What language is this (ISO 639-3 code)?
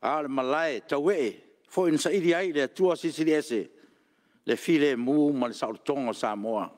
smo